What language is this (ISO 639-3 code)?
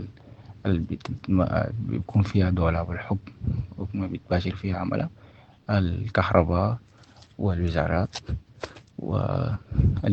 apd